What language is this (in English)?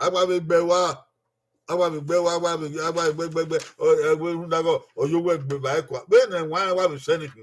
Bini